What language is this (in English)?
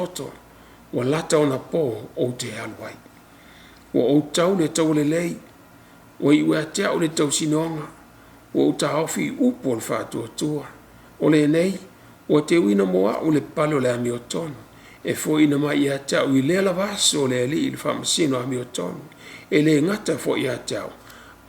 Samoan